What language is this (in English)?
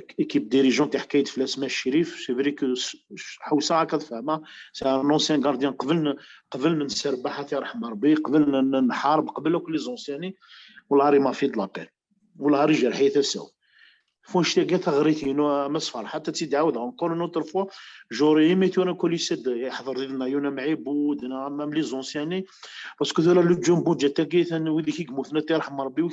Kabyle